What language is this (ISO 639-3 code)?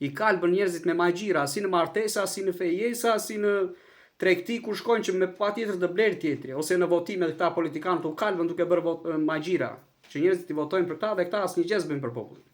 sqi